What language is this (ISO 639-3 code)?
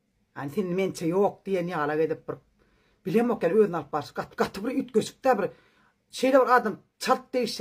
tuk